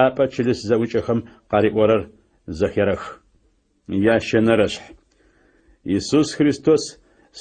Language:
Adyghe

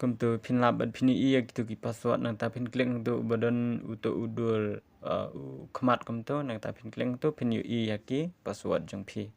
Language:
Khasi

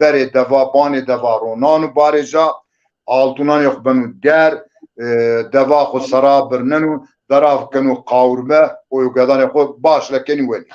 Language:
Zaza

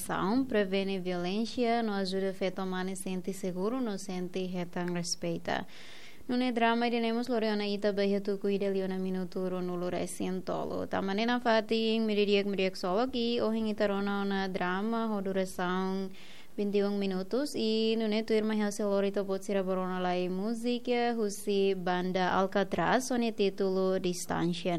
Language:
Tetum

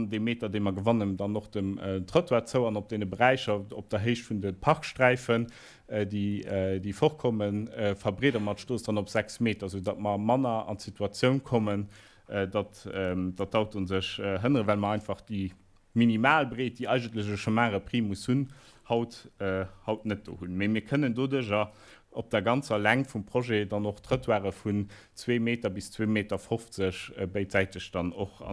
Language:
Luxembourgish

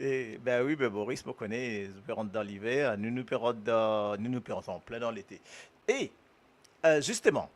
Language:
Morisyen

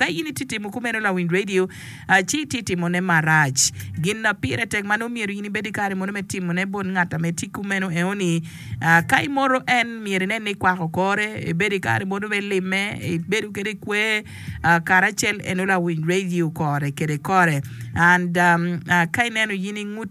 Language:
Acoli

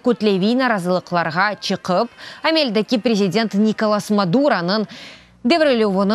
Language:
Crimean Tatar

